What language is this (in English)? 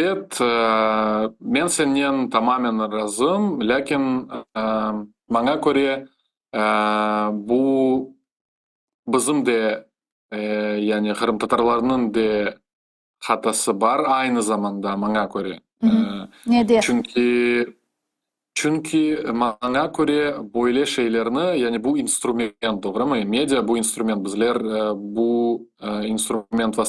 Crimean Tatar